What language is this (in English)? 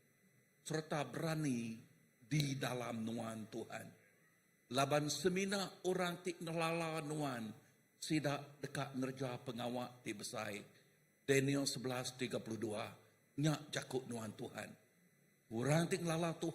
Iban